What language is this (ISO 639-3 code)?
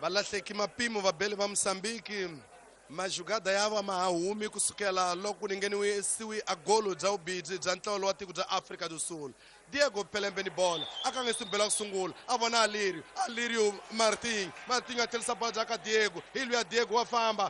tso